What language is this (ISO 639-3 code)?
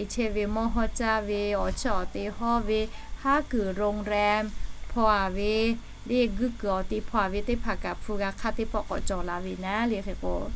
lhu